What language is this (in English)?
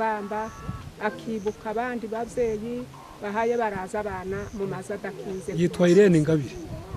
Kinyarwanda